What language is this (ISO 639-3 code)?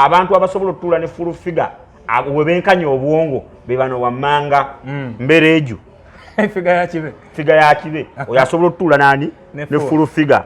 lug